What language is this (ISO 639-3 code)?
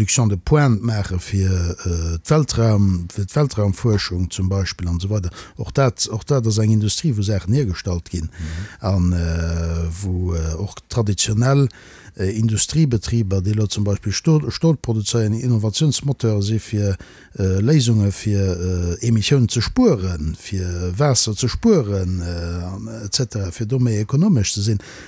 ltz